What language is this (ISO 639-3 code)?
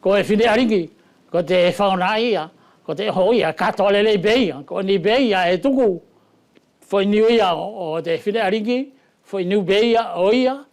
wls